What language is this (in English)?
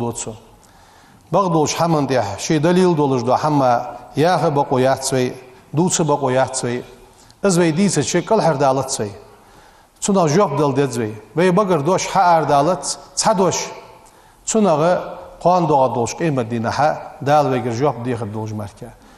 Ingush